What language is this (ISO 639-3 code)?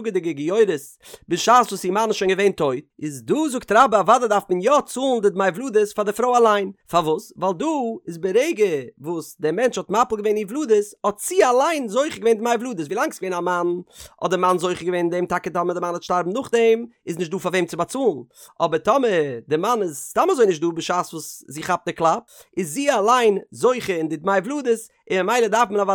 yid